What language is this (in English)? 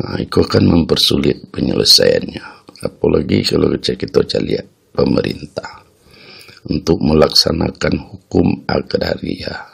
Minangkabau